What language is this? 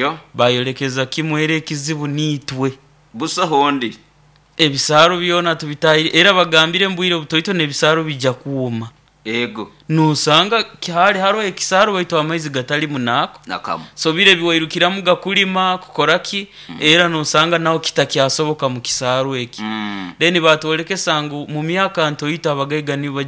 Nyoro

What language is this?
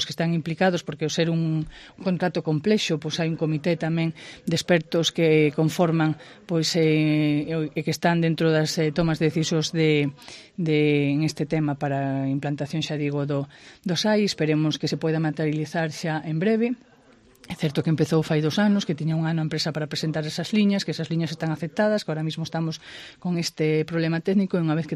Galician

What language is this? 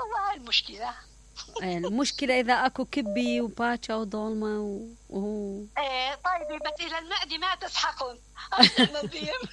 Mesopotamian Arabic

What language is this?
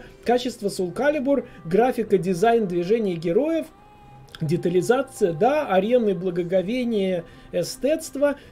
Russian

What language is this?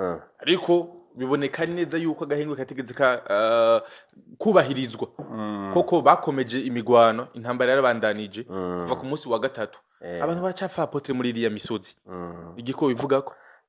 Rundi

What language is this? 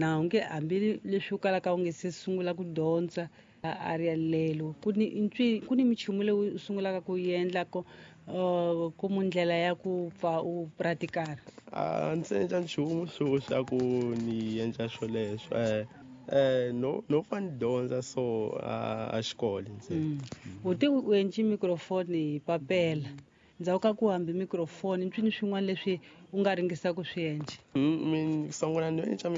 Tsonga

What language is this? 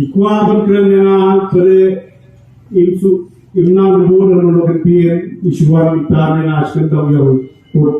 Khasi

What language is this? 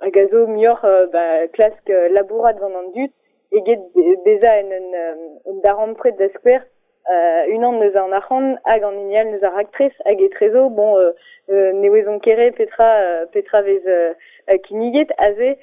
Breton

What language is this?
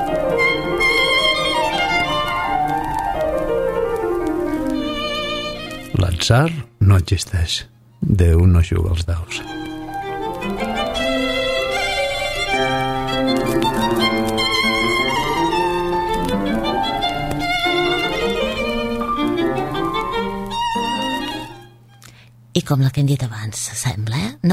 Catalan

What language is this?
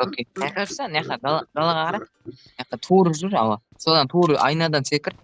Kara-Kalpak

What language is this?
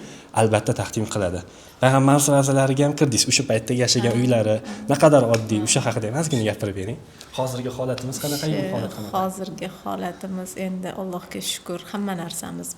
Uzbek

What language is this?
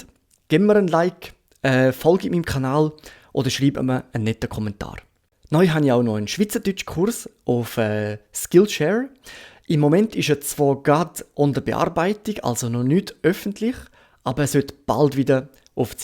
Swiss German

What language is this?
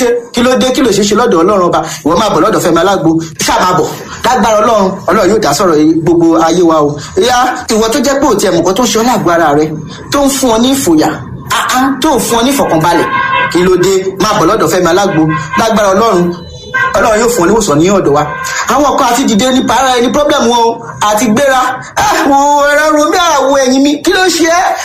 Yoruba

